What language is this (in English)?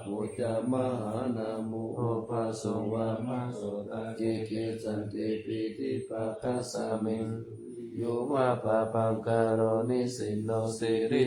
Pali